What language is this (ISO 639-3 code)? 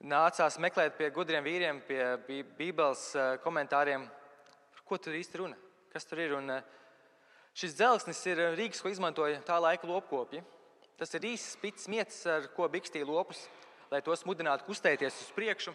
lav